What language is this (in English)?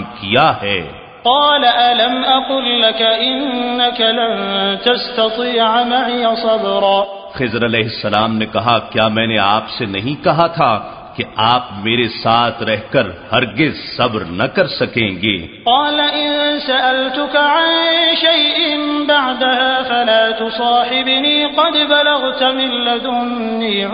Urdu